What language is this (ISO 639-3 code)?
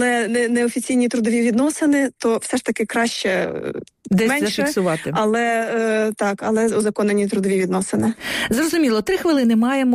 ukr